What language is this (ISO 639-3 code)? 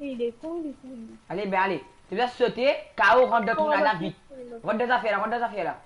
mfe